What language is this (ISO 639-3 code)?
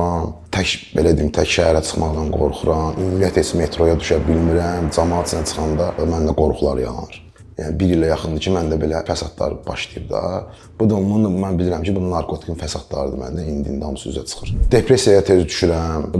aze